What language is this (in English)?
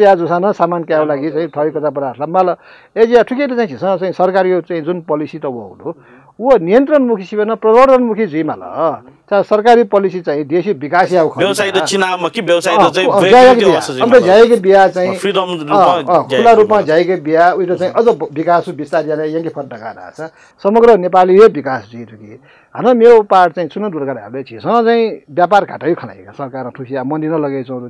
Newari